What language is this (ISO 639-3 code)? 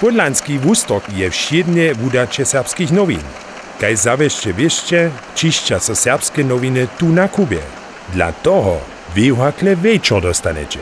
hsb